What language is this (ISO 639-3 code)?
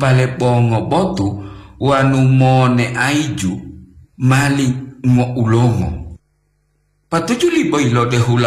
gor